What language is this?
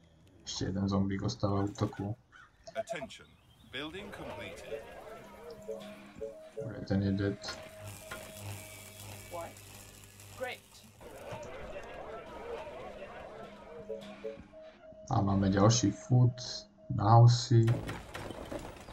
Slovak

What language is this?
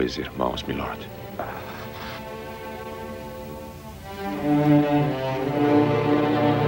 Portuguese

